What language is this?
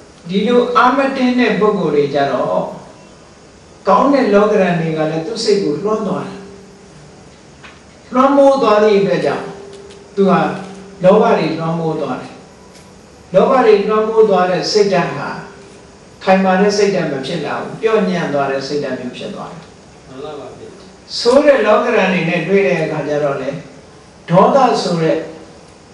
Burmese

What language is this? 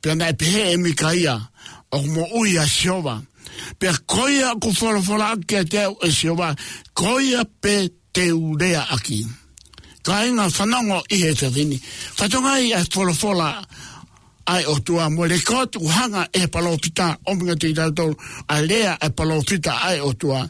Tongan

